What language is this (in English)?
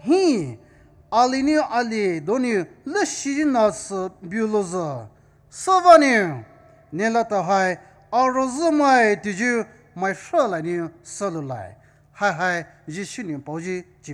Poumei Naga